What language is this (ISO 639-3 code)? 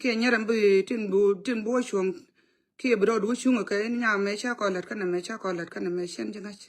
nus